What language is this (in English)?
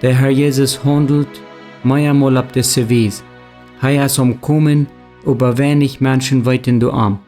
Plautdietsch